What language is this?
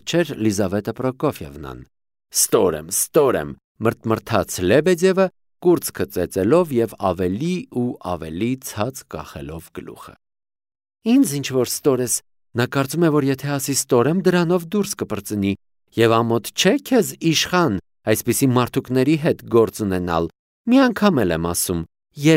Armenian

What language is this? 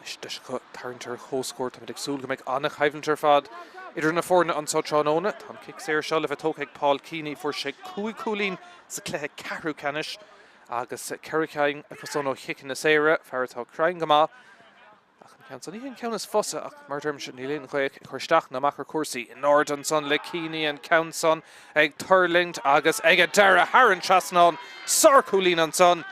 Irish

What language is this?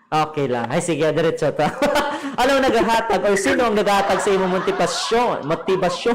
Hiligaynon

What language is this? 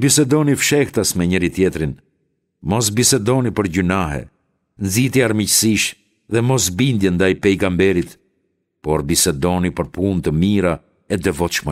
Albanian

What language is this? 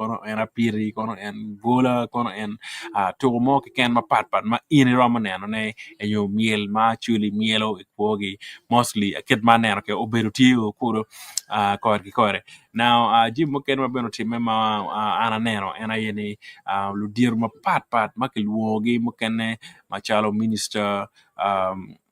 Acoli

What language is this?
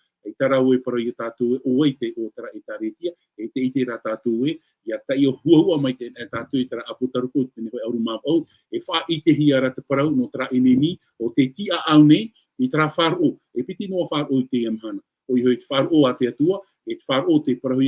Tahitian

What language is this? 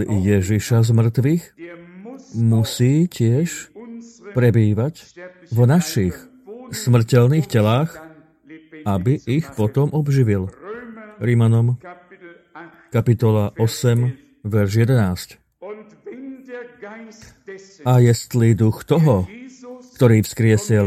Slovak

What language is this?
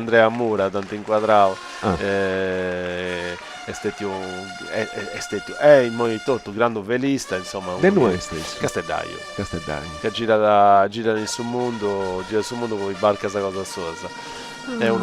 Sardinian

